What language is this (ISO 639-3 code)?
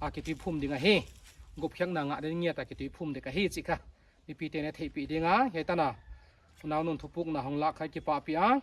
pck